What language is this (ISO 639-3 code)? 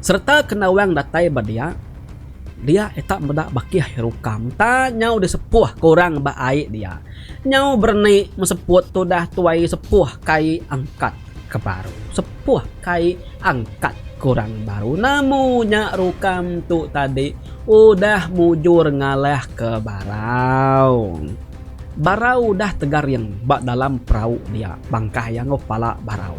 iba